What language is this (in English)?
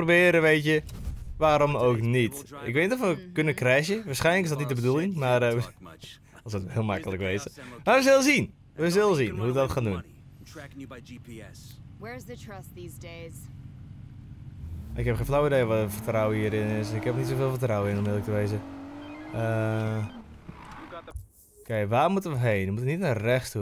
Dutch